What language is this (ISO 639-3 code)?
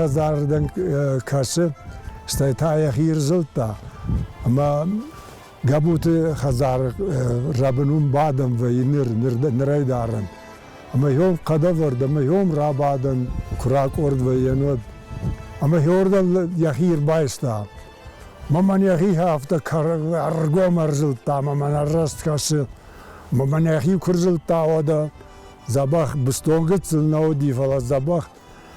oss